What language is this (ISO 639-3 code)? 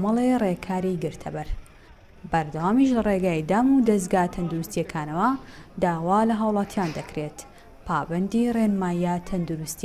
ckb